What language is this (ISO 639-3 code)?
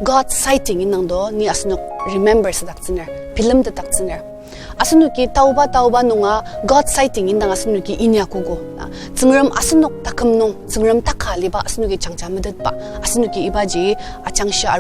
njo